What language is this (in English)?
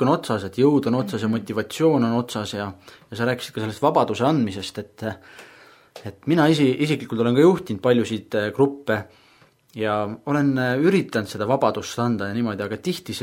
Estonian